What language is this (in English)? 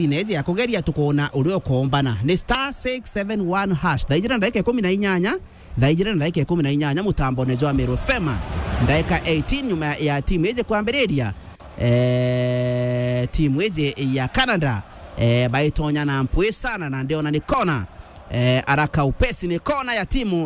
Meru